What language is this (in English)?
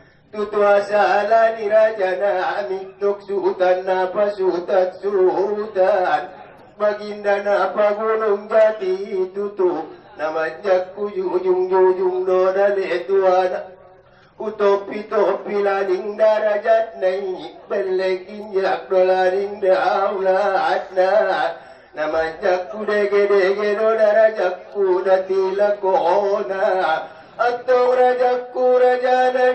Batak Angkola